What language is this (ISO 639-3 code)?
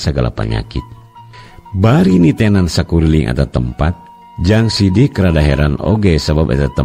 sun